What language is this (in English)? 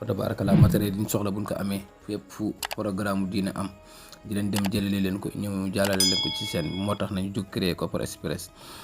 Wolof